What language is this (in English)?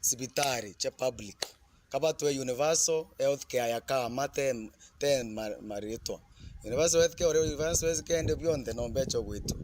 Meru